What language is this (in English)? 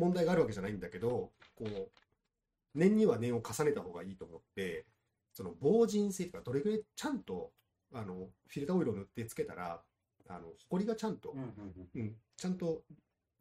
Japanese